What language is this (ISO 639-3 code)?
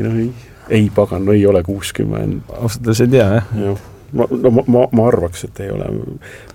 est